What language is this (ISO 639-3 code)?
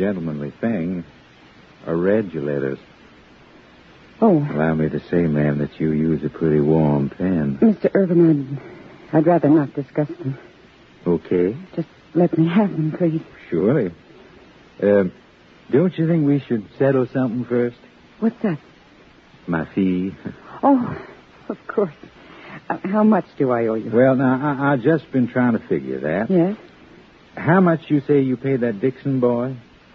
eng